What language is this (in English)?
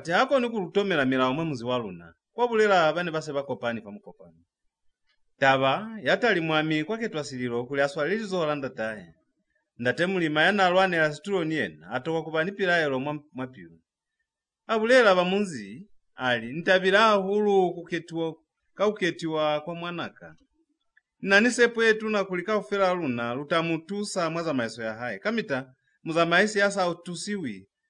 Lozi